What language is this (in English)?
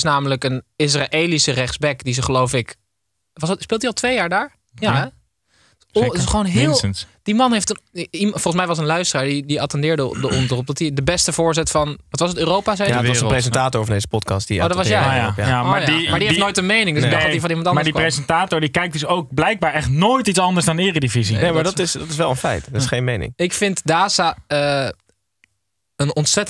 Dutch